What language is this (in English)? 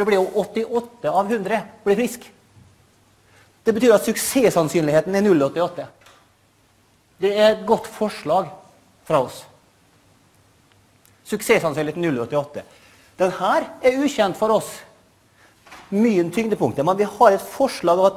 Norwegian